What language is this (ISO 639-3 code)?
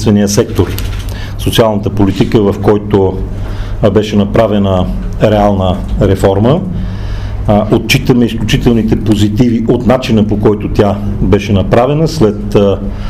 bul